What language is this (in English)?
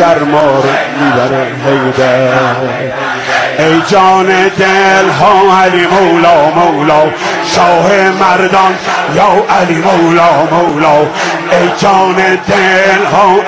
Persian